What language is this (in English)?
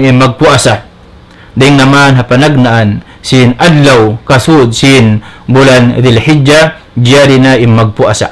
Tausug